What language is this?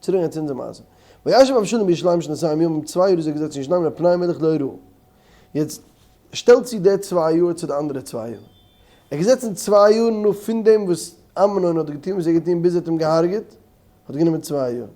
Yiddish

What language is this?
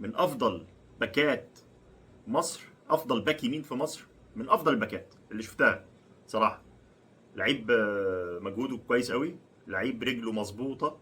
Egyptian Arabic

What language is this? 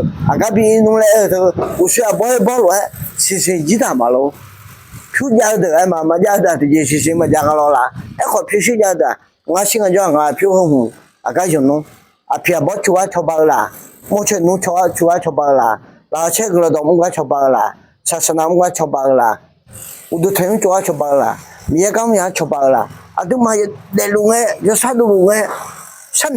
Akha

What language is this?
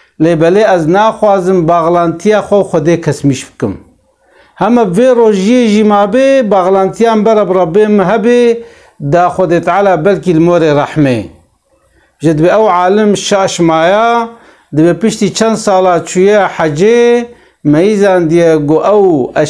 Kurdish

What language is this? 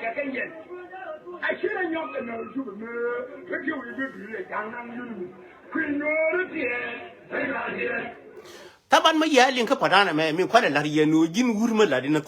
Nuer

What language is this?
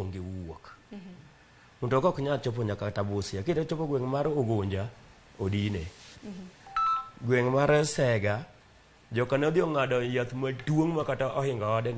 Luo (Kenya and Tanzania)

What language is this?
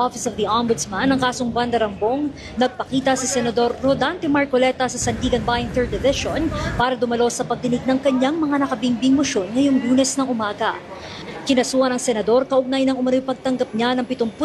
Filipino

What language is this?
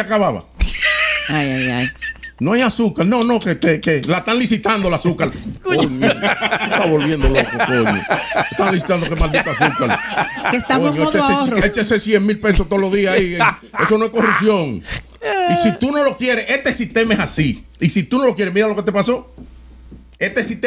Spanish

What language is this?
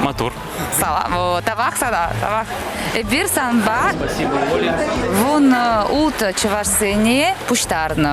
Chuvash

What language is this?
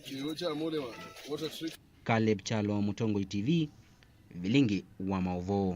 Kamba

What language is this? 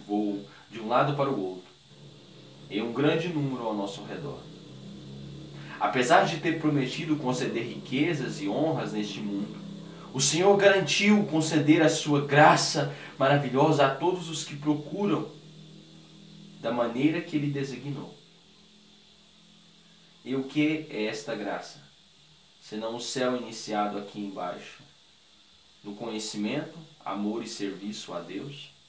Portuguese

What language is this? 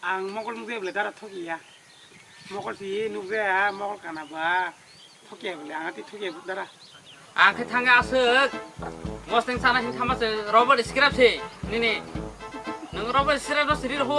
Kok Borok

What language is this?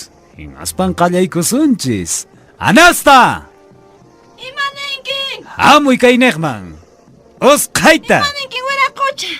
Quechua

